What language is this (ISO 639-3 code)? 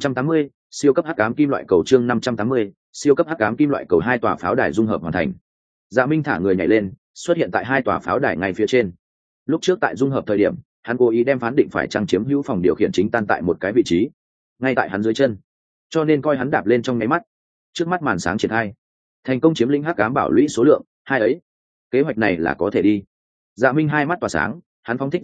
vie